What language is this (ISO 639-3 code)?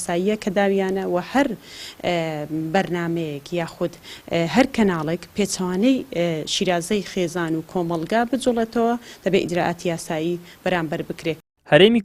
ckb